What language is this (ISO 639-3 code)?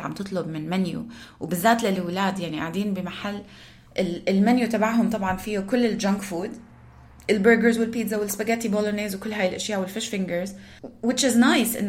apc